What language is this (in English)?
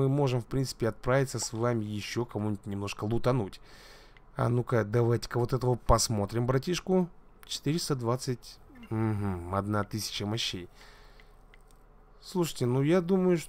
Russian